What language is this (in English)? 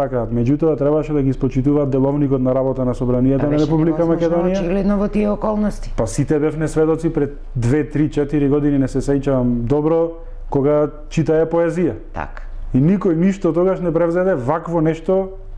Macedonian